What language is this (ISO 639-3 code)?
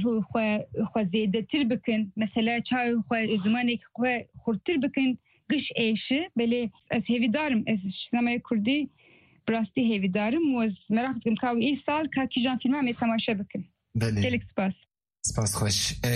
kur